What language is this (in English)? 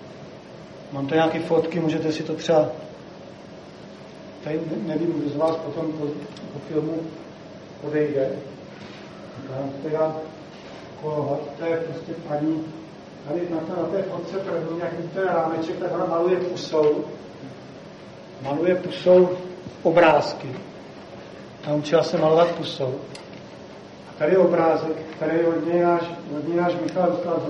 Czech